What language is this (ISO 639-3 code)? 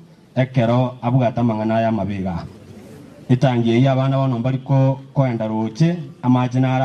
guz